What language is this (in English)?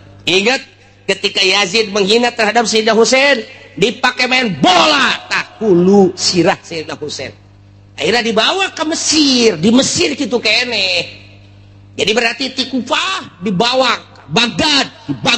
Sundanese